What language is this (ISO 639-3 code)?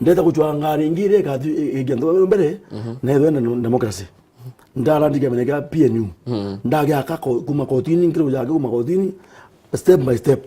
mer